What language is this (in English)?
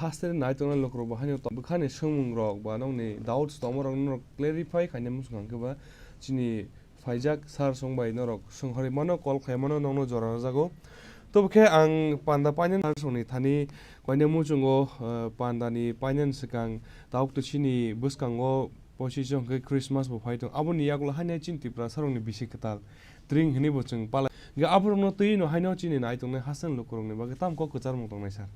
Kok Borok